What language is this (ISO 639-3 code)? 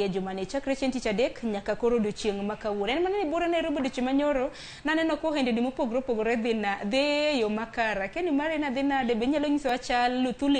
luo